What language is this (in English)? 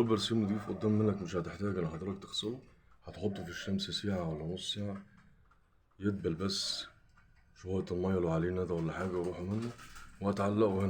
Egyptian Arabic